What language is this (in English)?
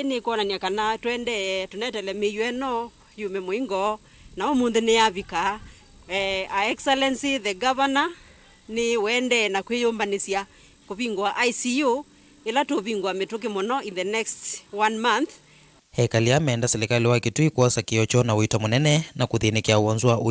Kamba